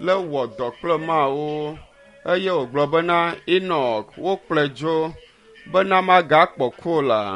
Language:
Ewe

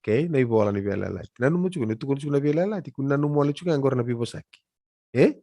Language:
Fijian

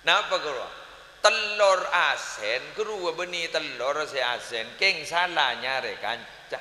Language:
Madurese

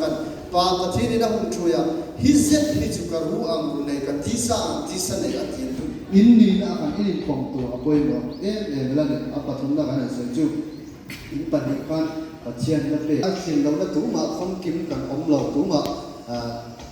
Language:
Hmar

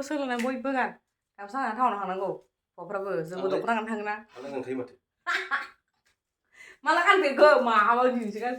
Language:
Bodo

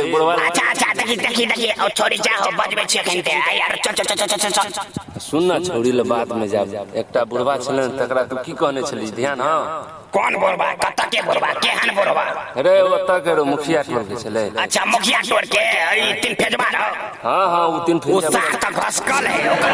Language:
Maithili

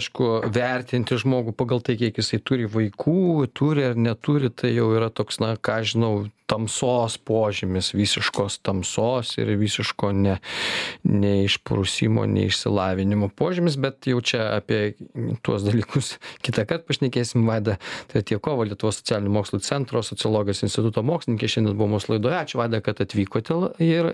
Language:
Lithuanian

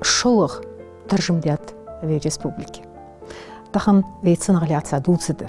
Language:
Ingush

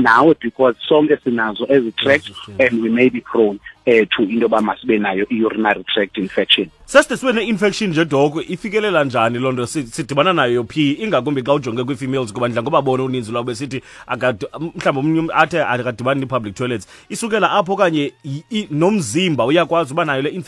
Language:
Xhosa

